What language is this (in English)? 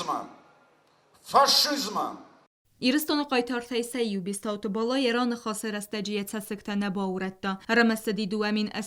Ossetic